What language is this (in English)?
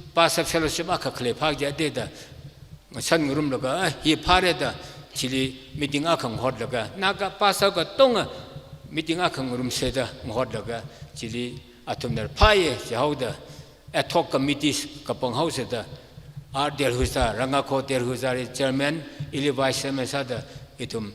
Tangkhul Naga (India)